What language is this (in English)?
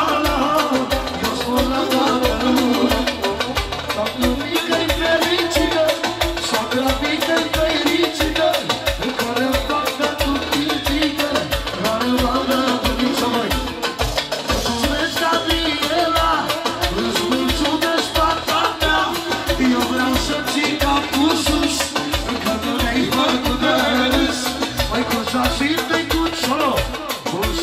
Romanian